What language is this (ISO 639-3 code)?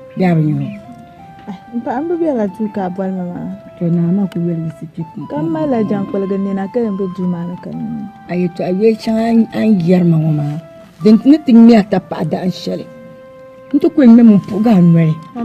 dag